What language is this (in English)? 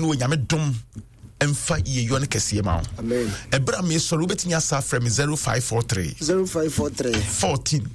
Akan